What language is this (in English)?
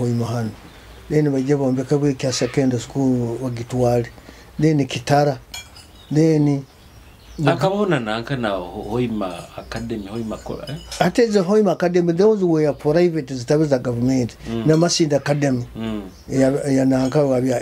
Nyoro